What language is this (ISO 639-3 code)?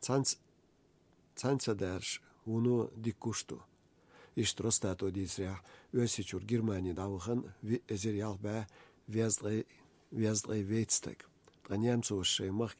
che